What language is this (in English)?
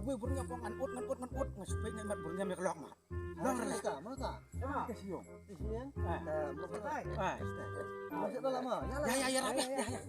Khasi